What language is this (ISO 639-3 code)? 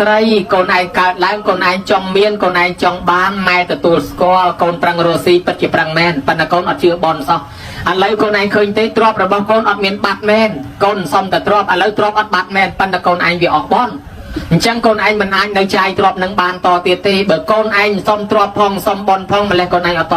khm